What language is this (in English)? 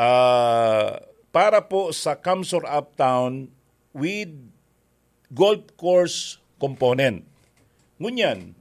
Bikol